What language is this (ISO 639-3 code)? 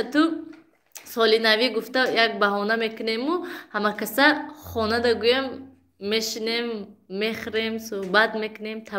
tgk